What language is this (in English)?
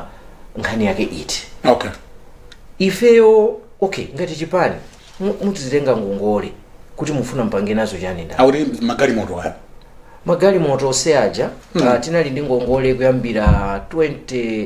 Nyanja